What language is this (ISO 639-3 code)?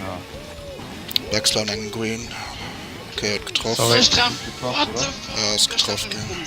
ltz